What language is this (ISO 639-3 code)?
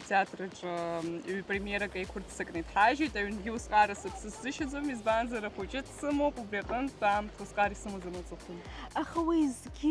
abk